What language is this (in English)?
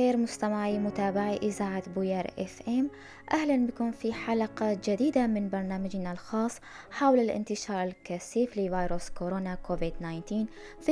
North Levantine Arabic